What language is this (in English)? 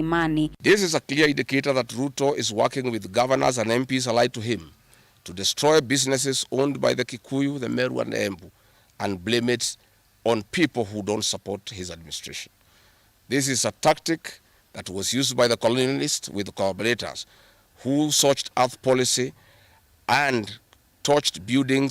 Kamba